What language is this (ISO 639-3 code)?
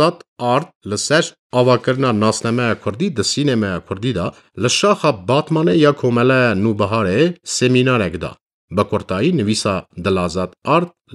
kur